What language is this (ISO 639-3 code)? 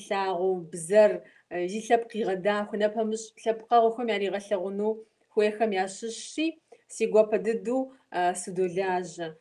kbd